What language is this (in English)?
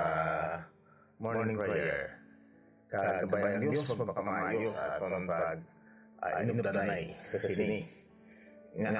Hiligaynon